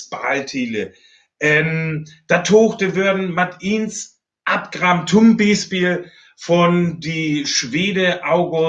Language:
Northern Frisian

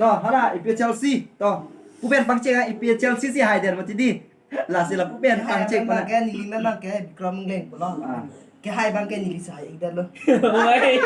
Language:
Karbi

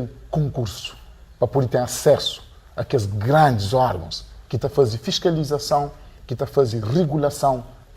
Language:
Kabuverdianu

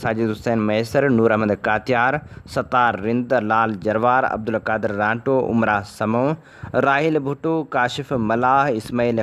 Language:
Sindhi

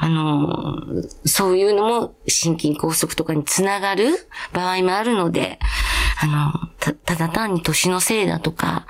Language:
Japanese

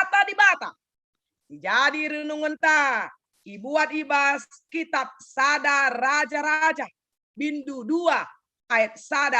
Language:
Batak Karo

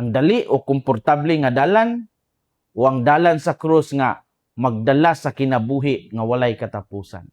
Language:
Cebuano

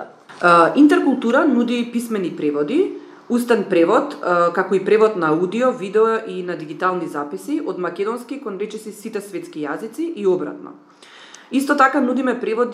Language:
Macedonian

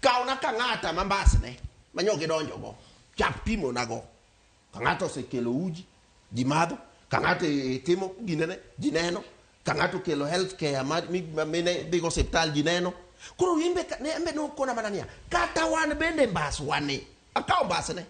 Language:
Luo (Kenya and Tanzania)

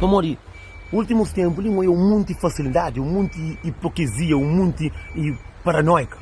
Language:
Kabuverdianu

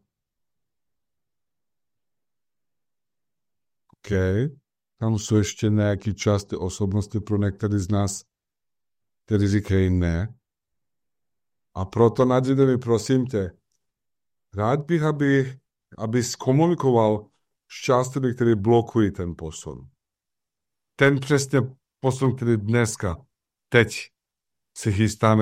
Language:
Czech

